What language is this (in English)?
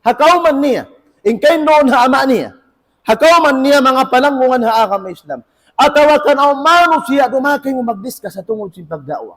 Tausug